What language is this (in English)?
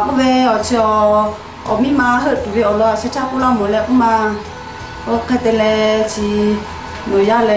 Lahu